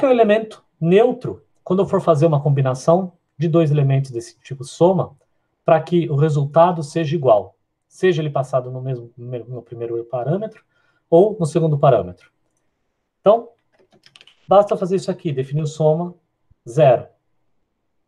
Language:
Portuguese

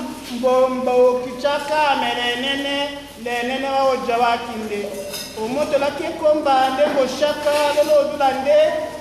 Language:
Tetela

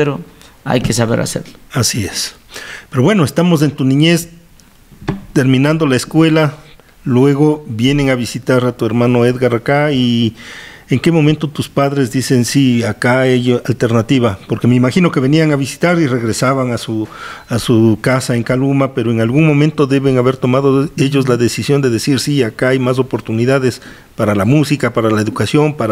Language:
Spanish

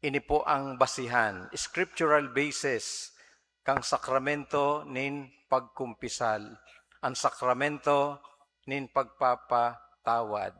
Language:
Bikol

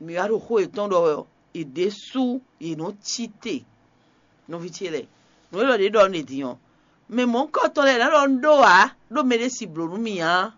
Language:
Fon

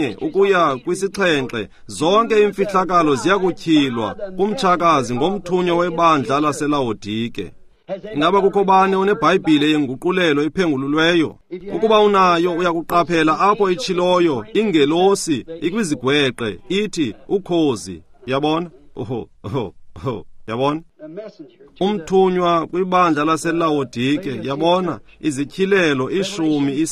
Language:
Xhosa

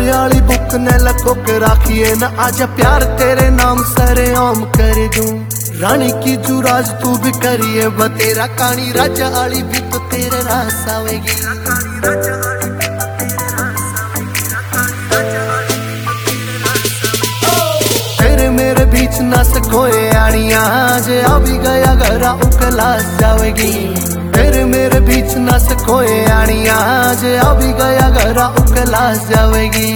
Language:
Haryanvi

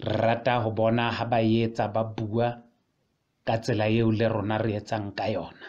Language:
Southern Sotho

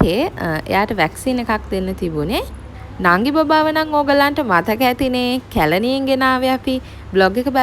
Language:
Sinhala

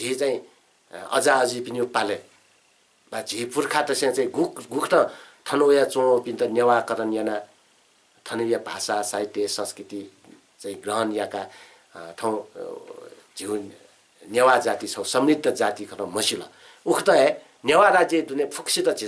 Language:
Newari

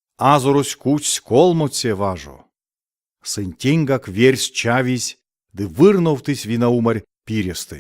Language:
Erzya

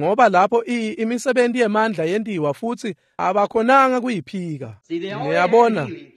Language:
Swati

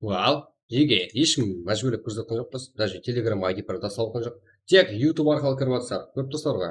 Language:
Kara-Kalpak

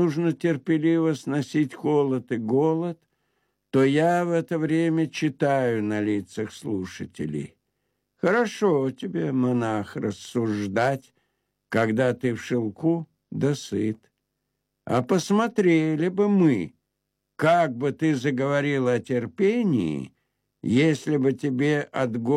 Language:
Russian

